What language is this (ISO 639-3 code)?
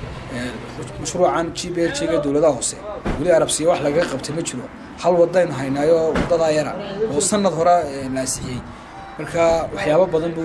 som